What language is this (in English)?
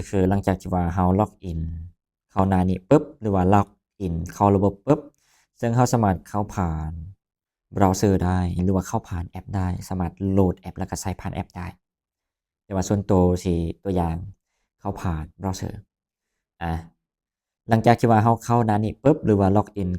Lao